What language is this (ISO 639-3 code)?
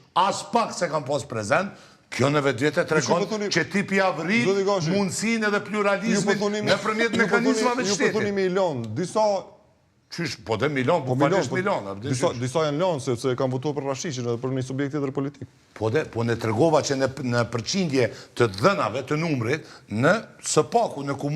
sqi